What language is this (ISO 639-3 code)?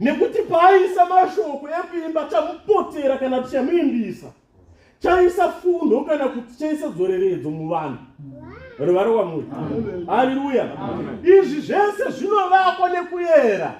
sna